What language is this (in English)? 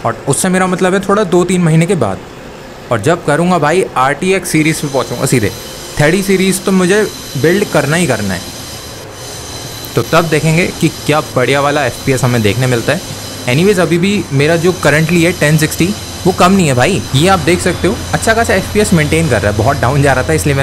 Hindi